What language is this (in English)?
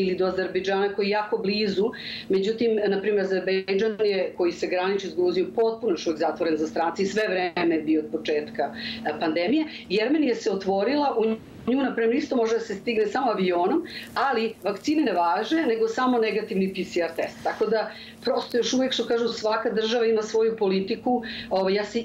Serbian